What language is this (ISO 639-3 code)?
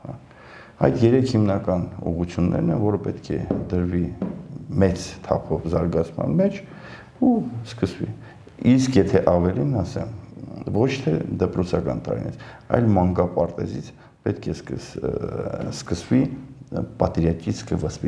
hye